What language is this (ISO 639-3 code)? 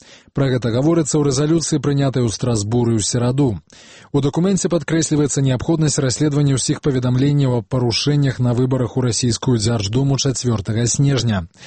bel